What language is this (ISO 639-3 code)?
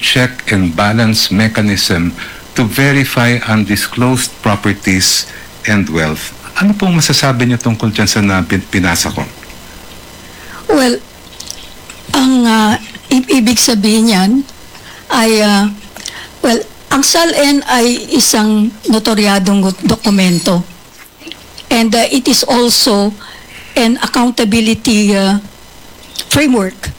fil